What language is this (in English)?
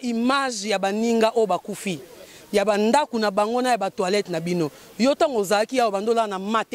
Lingala